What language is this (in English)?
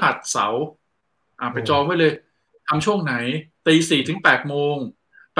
Thai